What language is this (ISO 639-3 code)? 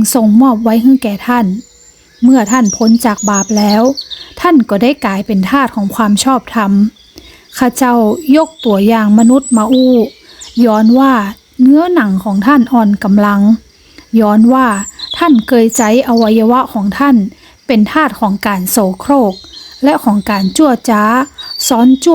nod